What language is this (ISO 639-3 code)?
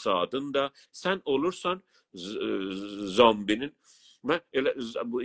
azb